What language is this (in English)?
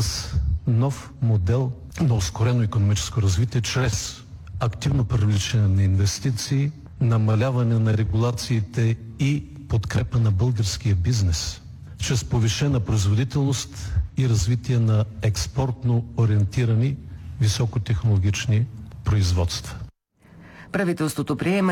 Bulgarian